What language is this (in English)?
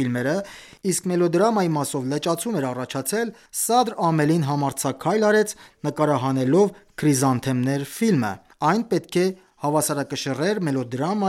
Armenian